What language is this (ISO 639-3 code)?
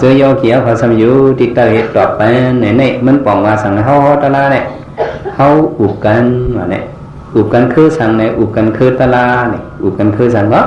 shn